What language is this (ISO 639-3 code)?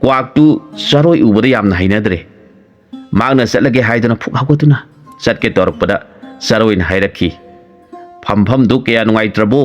mni